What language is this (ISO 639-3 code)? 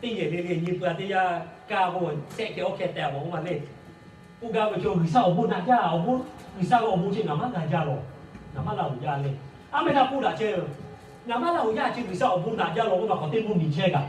lhu